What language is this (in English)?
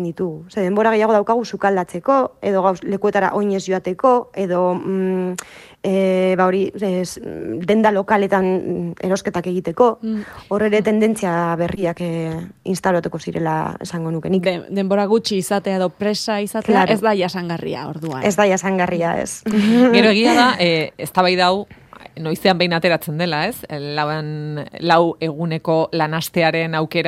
Basque